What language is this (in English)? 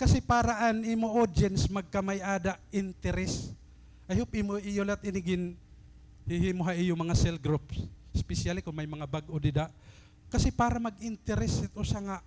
Waray